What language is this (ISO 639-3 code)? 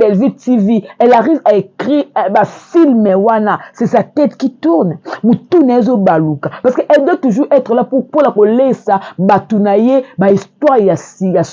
lin